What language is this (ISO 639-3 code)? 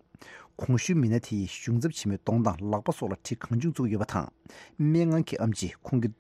bod